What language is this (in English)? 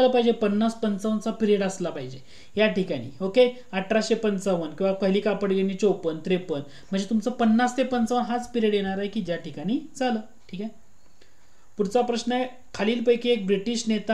Marathi